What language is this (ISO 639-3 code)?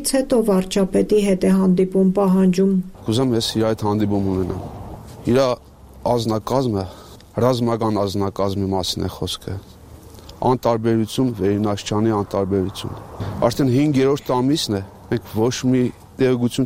hye